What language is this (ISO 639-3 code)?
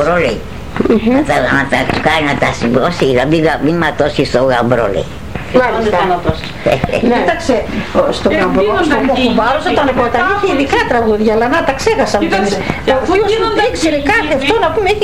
ell